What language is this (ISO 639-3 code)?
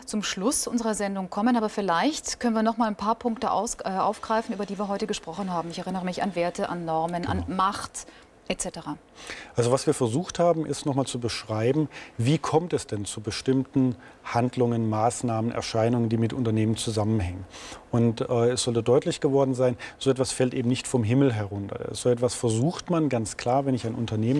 deu